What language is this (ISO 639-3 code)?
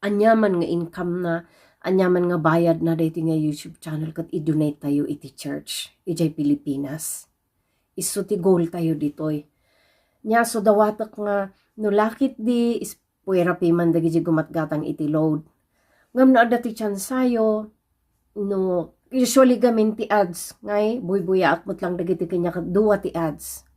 ilo